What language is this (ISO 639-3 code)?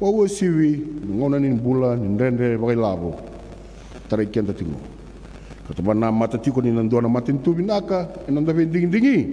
fij